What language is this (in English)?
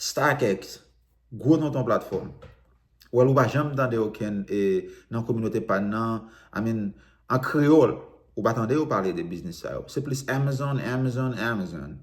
Haitian Creole